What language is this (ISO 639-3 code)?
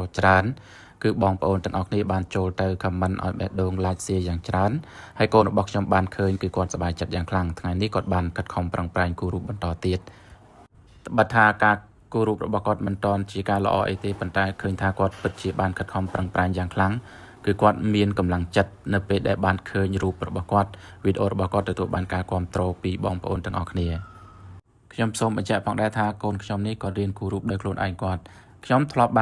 khm